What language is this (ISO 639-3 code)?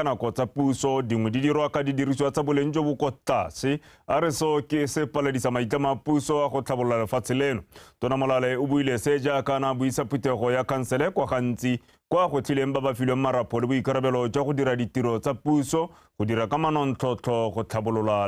tsn